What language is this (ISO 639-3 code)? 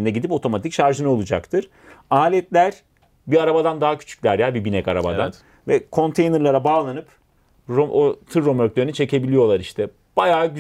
tur